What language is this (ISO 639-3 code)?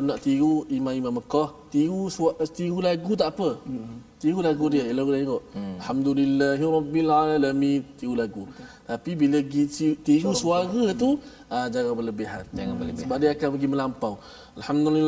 msa